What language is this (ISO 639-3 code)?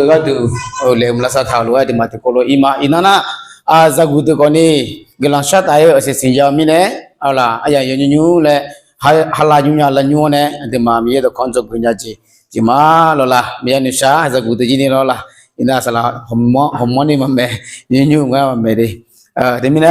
ahk